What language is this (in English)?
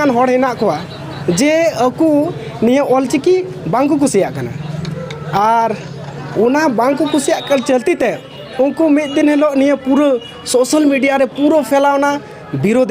Santali